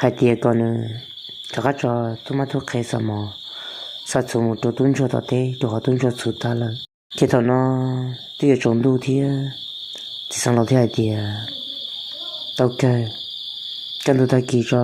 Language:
Hmong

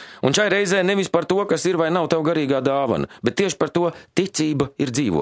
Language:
Latvian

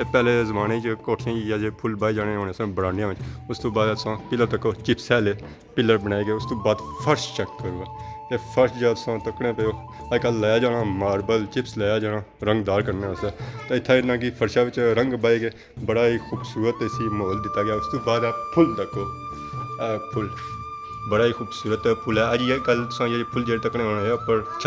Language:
Pahari-Potwari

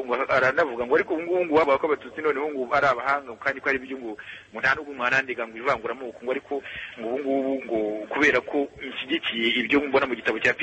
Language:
Kinyarwanda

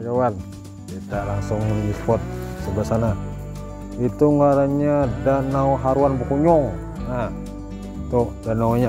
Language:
Banjar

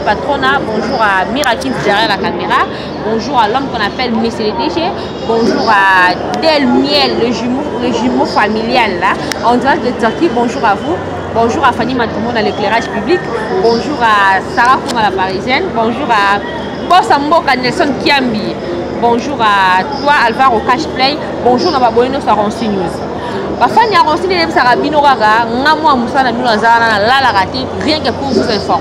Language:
Lingala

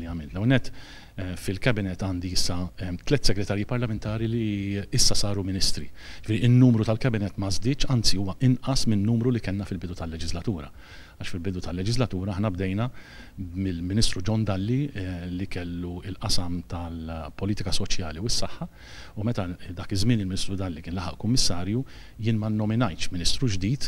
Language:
Maltese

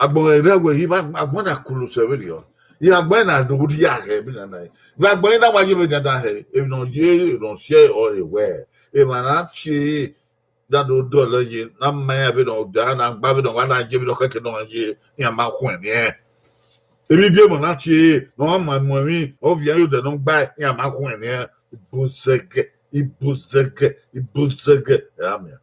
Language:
Bini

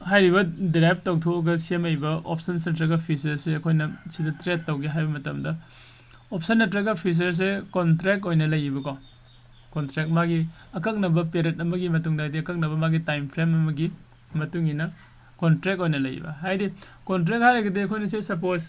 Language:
Manipuri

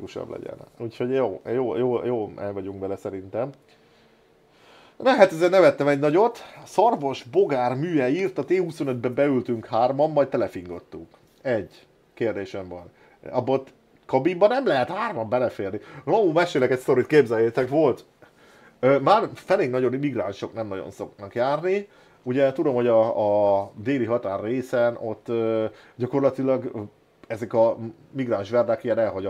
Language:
Hungarian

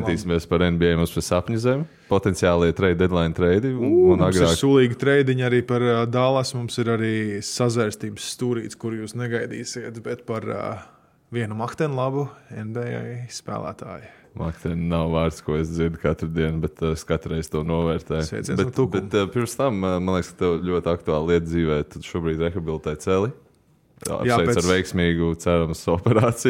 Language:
Latvian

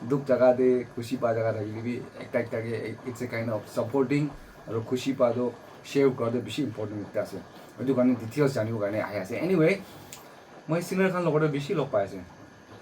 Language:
Naga Pidgin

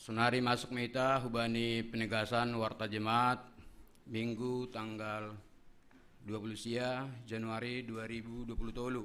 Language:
Batak Simalungun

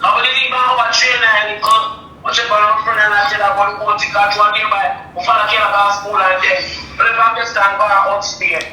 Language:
Jamaican Creole English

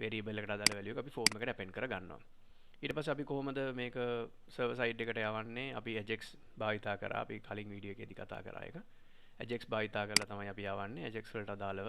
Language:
Sinhala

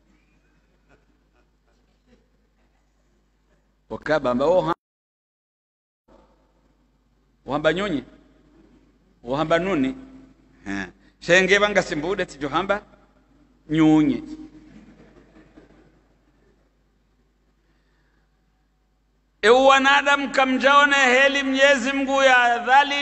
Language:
Swahili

